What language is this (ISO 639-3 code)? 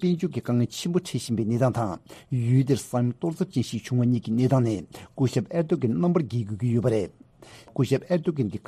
bod